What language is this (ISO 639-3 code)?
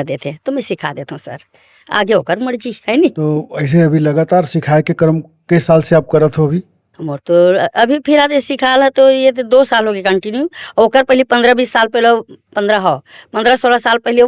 hne